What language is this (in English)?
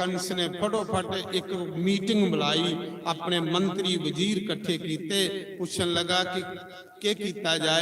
Dogri